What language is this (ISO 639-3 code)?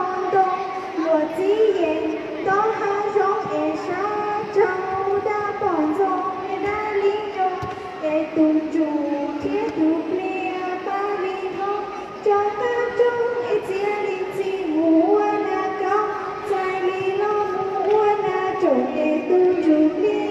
hmn